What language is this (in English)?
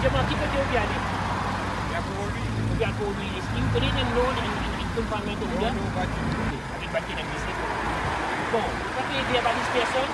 Morisyen